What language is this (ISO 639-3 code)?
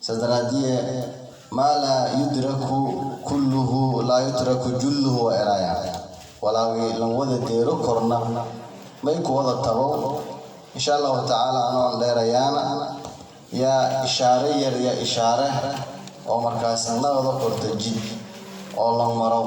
som